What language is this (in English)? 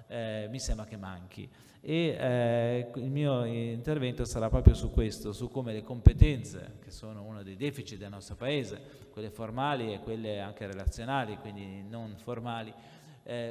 Italian